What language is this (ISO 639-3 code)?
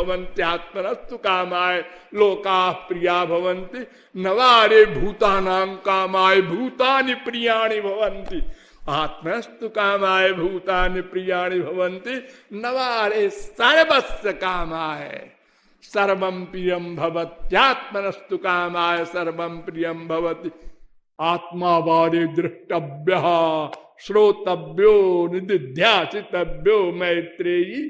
san